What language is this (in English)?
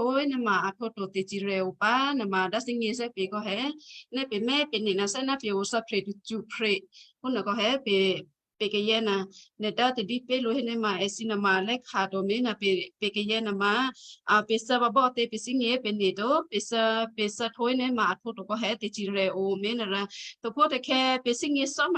Western Kayah